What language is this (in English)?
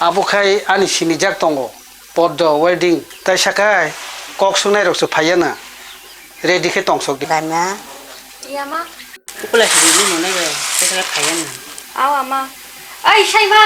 Kok Borok